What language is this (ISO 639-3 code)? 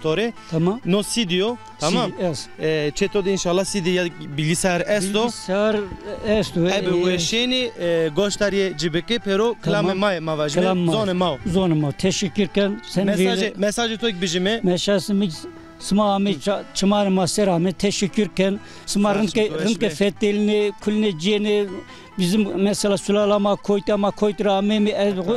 zza